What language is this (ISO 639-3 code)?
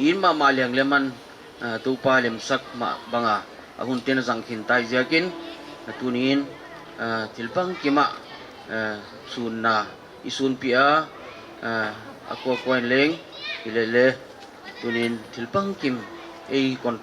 pck